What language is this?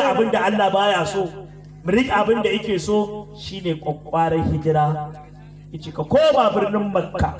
Hausa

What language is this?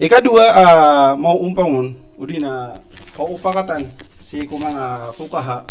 Maranao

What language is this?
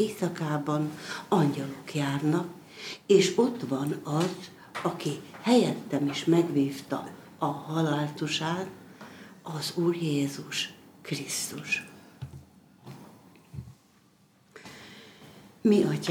Hungarian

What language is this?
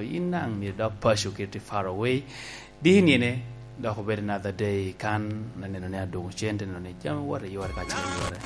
Lango (Uganda)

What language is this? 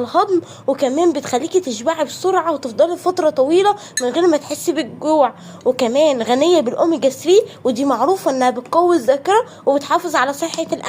Egyptian Arabic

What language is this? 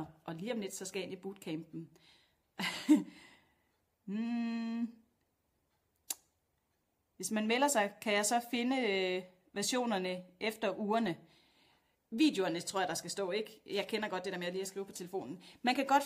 Danish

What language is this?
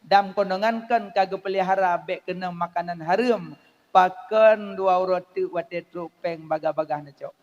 Achinese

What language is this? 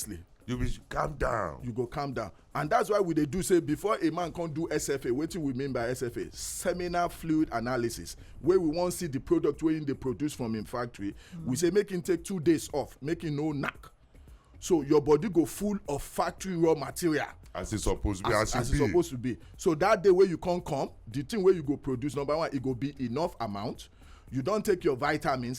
Nigerian Pidgin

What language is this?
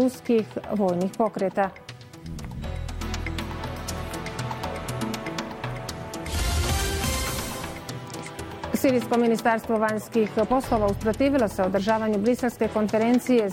Bosnian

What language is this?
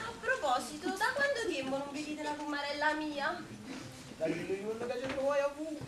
Neapolitan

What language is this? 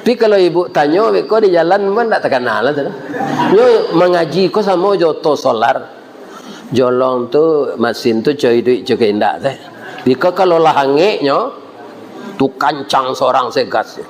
Minangkabau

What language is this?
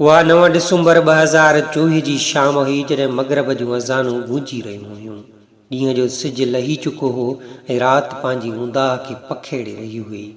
Sindhi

